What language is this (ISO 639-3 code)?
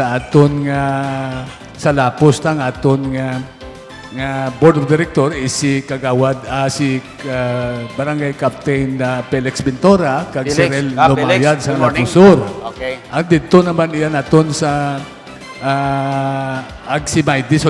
hil